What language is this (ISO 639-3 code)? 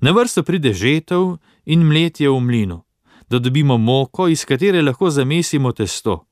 slv